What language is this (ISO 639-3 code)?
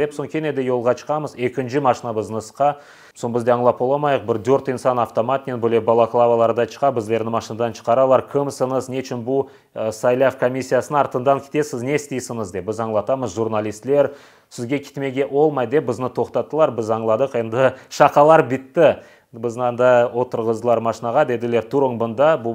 crh